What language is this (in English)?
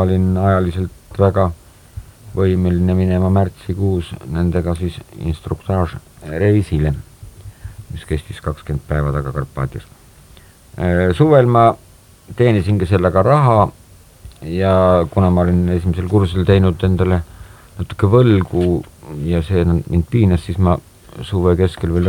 Estonian